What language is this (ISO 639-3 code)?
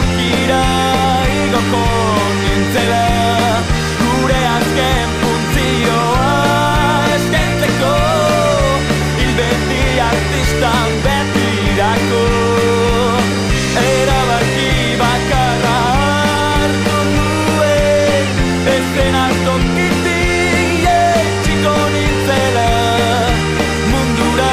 eus